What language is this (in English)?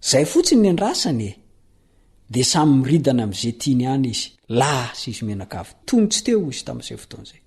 Malagasy